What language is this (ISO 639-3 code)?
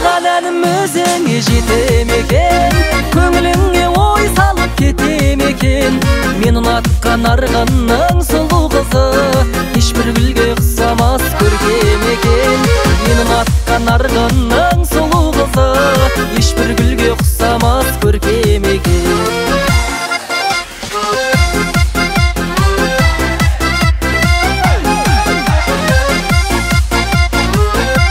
kaz